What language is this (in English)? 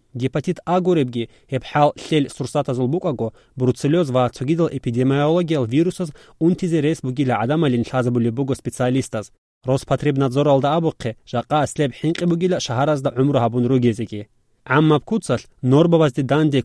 Avaric